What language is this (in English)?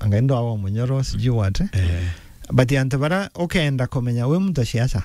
Meru